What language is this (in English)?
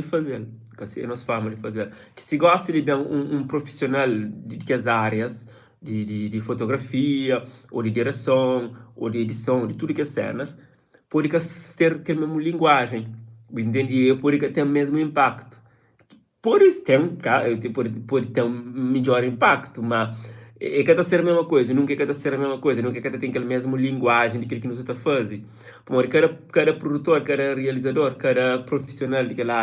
Kabuverdianu